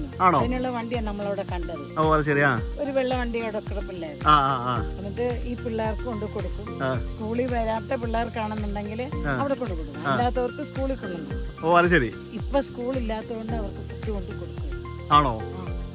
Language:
Malayalam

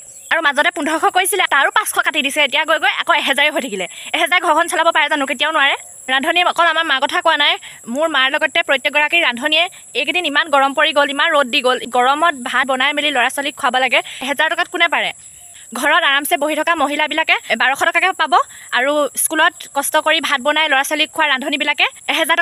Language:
Assamese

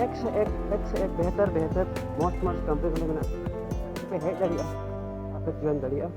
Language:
Santali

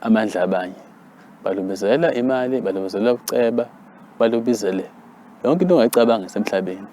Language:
Zulu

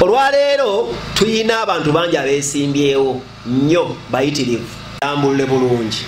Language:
Ganda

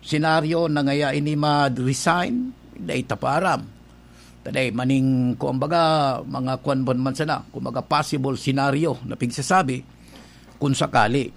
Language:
Bikol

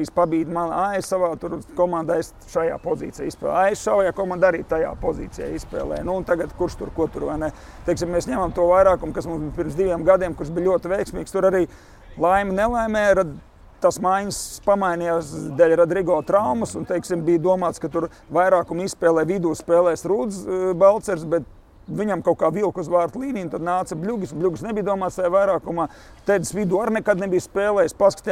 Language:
Latvian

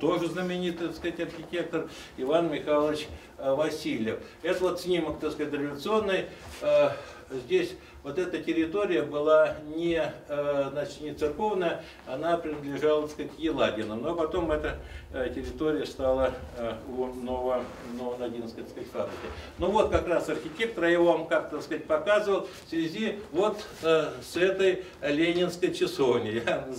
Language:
Russian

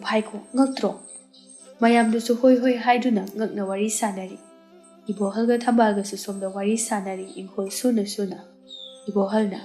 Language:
Manipuri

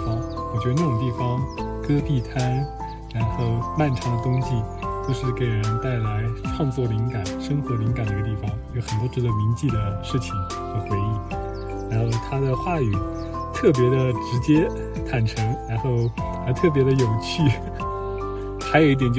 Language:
Chinese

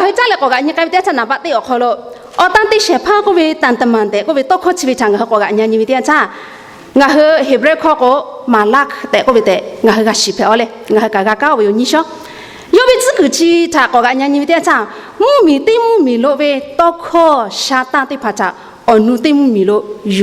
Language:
Lahu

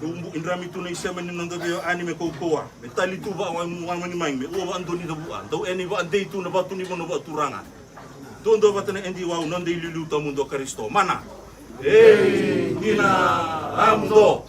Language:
Fijian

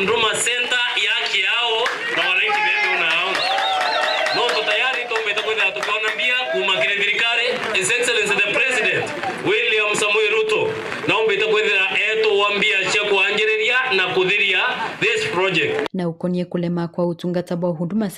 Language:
Meru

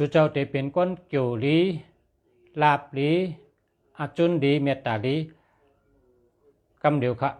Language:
Shan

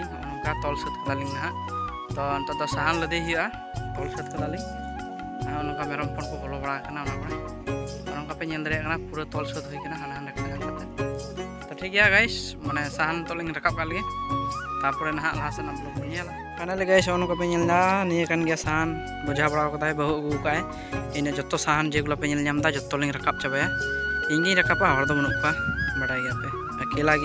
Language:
Santali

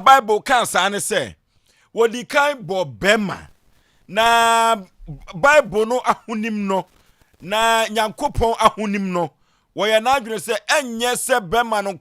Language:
Akan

